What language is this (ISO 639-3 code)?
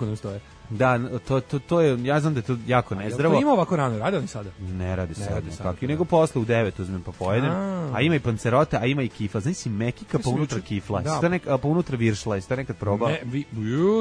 srp